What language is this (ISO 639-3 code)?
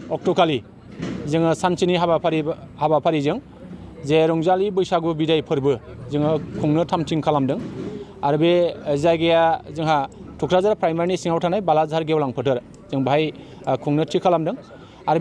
brx